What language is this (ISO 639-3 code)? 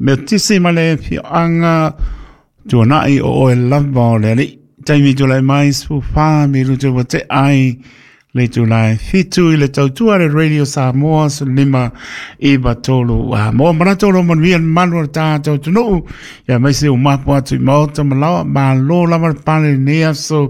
smo